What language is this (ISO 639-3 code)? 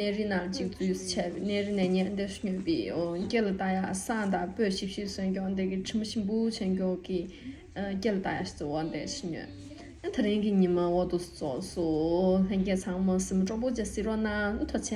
bod